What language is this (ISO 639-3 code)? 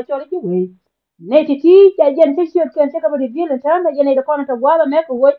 nus